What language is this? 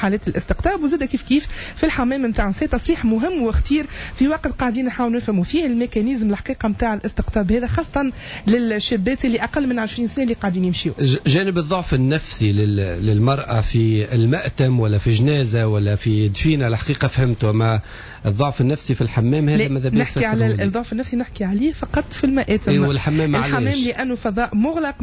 Tunisian Arabic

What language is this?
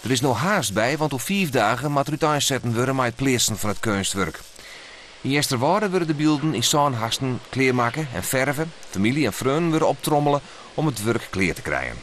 Western Frisian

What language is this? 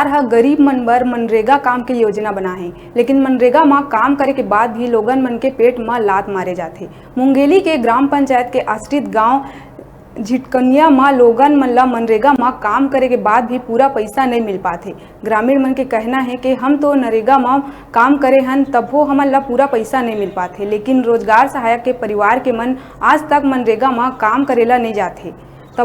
Chhattisgarhi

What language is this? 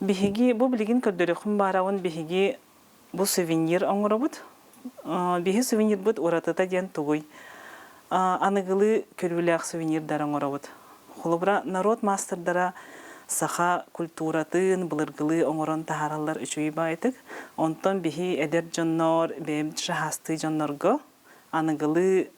Yakut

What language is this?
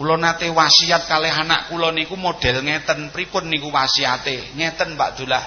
Javanese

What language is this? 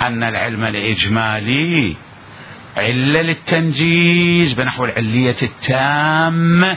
Mesopotamian Arabic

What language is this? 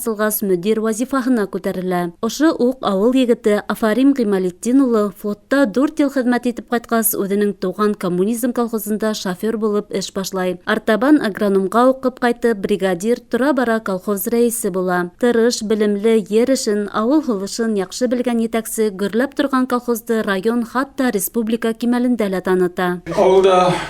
Bashkir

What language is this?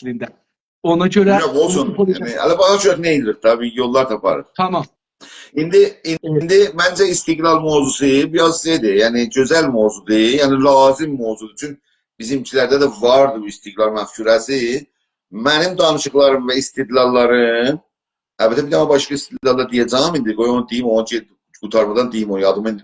South Azerbaijani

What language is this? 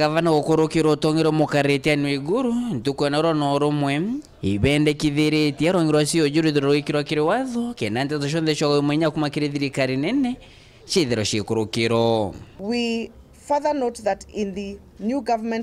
Meru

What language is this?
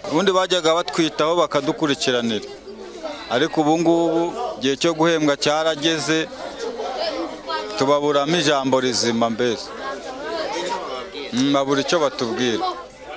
Kinyarwanda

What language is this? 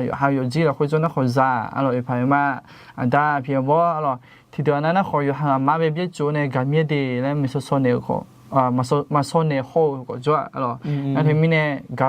Akha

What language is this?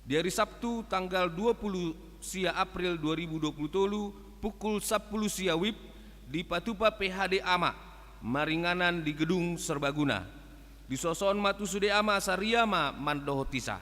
Batak Toba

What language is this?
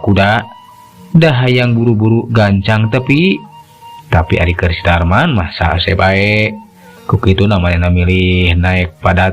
Sundanese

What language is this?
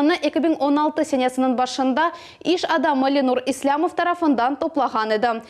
Crimean Tatar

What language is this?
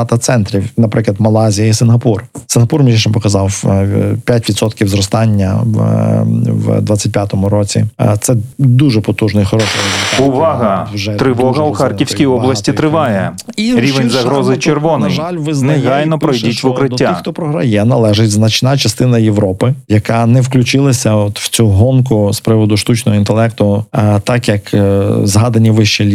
Ukrainian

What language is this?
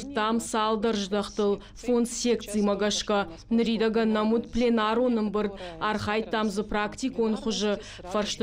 Ossetic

